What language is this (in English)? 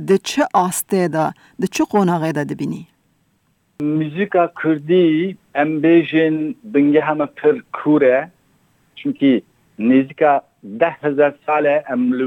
Kurdish